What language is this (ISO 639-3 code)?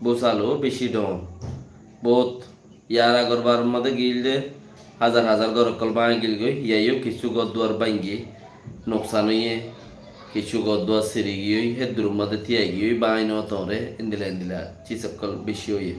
rhg